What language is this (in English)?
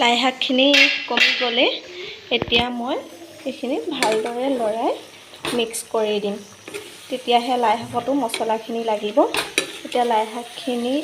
Assamese